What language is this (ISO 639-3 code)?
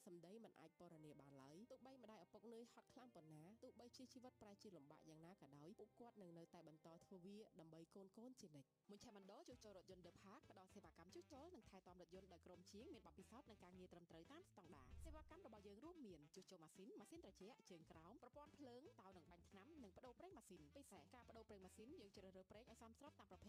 khm